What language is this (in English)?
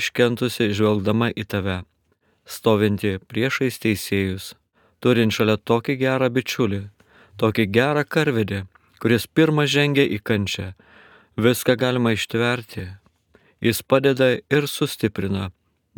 Lithuanian